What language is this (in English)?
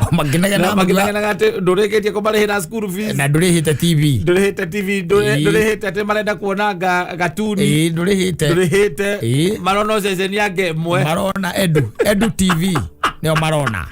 Kikuyu